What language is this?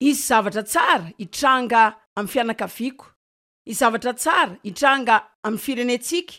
Malagasy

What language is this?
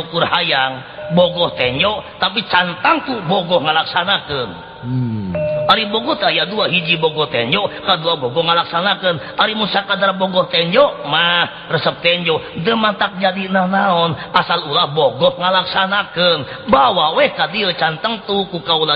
Sundanese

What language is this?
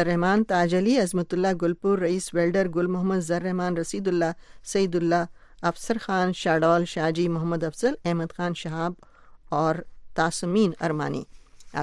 Urdu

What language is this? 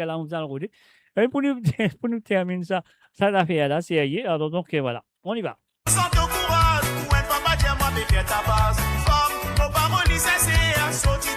Morisyen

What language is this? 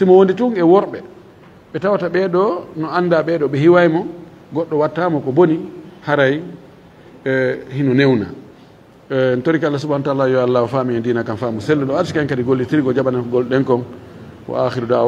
Fula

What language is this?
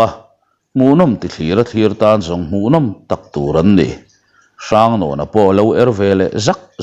Mizo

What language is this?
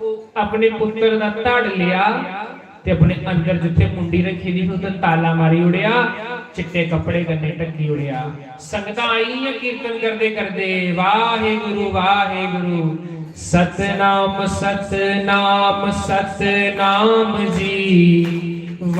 Dogri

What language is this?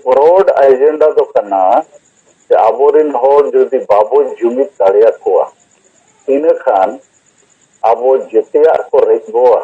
Santali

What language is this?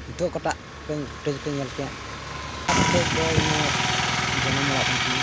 Santali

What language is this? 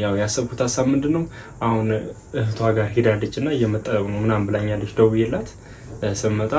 Amharic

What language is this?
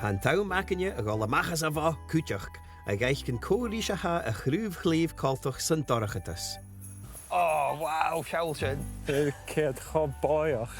Scottish Gaelic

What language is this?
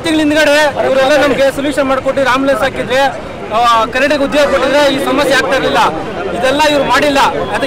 Kannada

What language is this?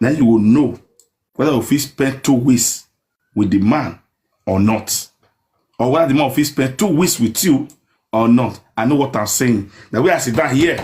Nigerian Pidgin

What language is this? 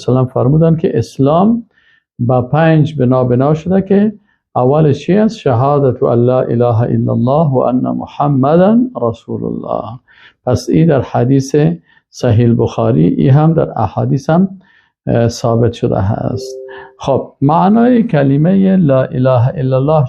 Persian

